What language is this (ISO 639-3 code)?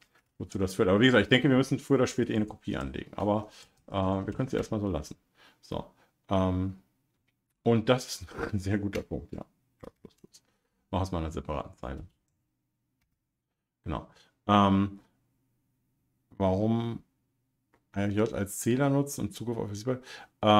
deu